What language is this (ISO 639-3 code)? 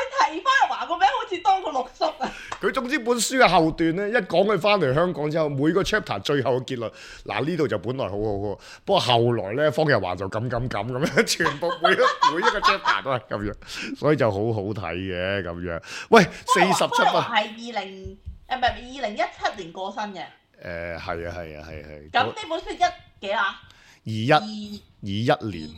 yue